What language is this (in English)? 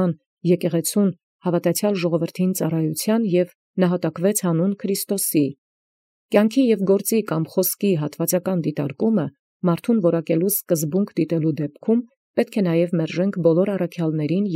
Armenian